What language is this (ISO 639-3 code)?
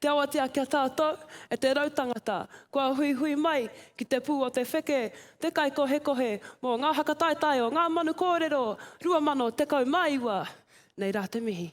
mri